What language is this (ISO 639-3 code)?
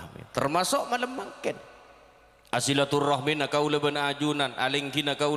mad